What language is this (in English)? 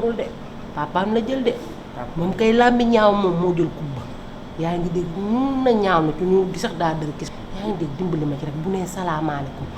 Wolof